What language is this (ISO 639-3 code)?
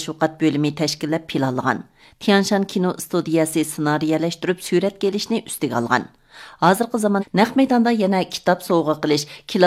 uig